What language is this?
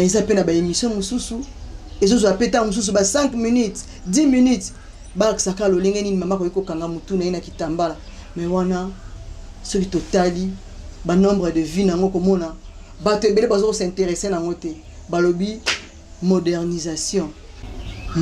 Lingala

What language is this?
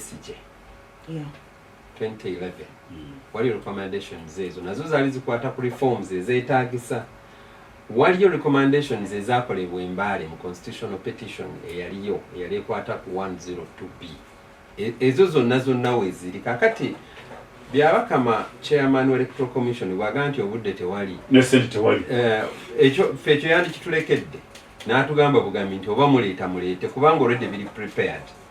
Ganda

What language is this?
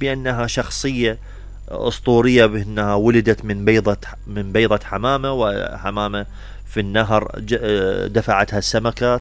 Mesopotamian Arabic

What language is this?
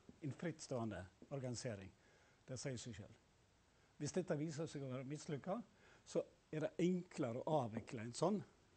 Norwegian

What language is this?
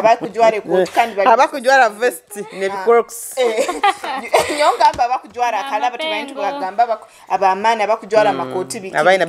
Nyoro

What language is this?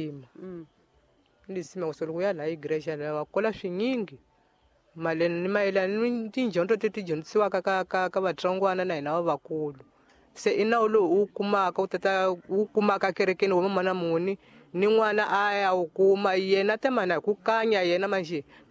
Tsonga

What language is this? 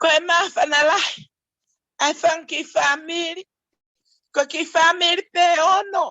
Tongan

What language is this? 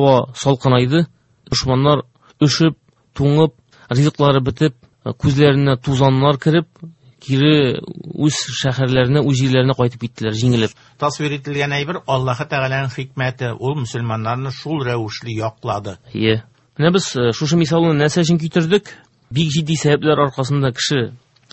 Tatar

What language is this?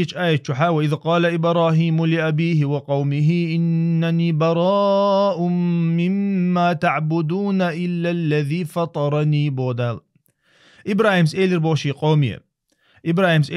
Chechen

